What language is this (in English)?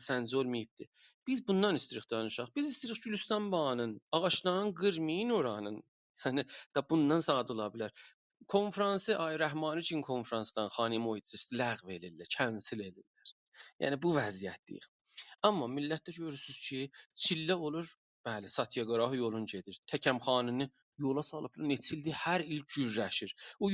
South Azerbaijani